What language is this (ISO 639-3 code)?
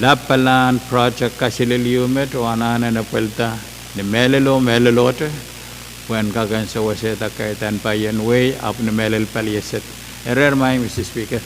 pon